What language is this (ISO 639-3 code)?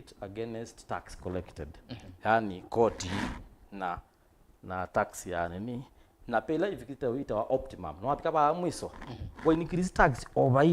kam